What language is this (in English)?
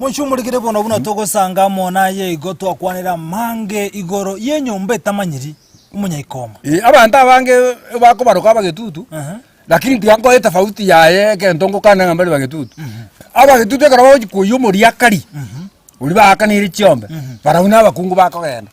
Gusii